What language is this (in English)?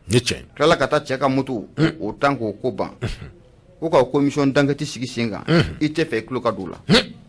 Bambara